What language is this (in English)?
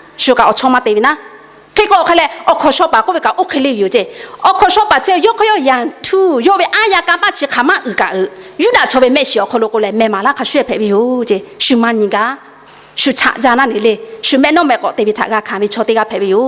Lahu